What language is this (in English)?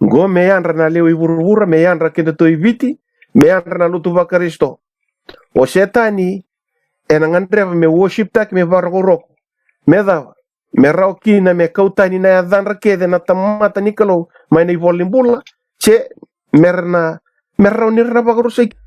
Fijian